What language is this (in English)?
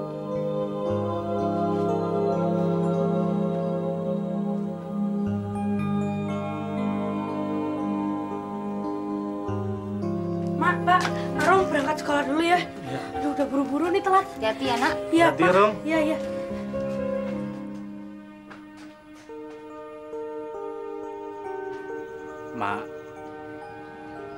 Indonesian